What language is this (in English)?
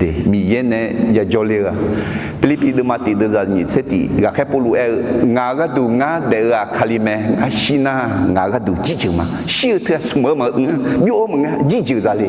Akha